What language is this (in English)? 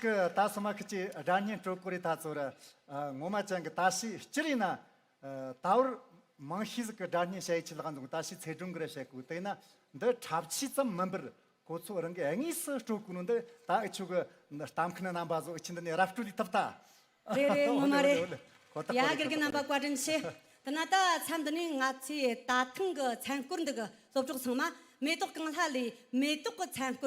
Amdo Tibetan